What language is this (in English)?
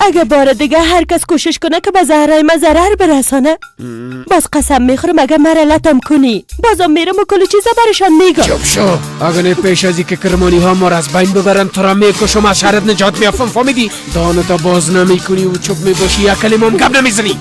Persian